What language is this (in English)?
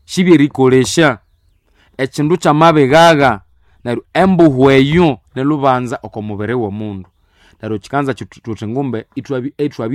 Nande